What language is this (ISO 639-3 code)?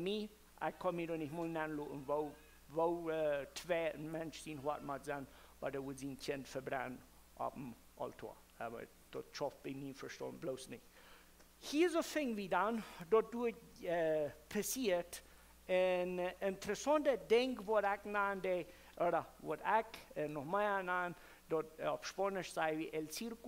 pdt